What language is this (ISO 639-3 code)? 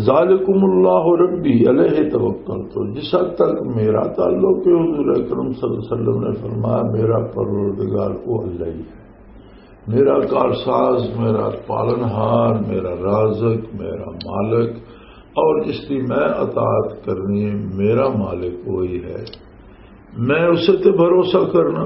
lah